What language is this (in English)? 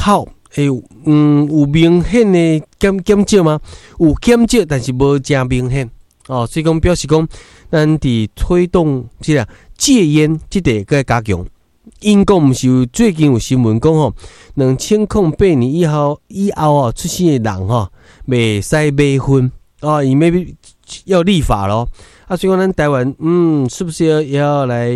Min Nan Chinese